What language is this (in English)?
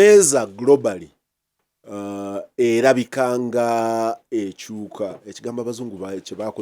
Ganda